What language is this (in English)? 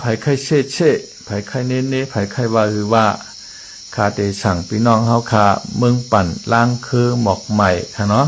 Shan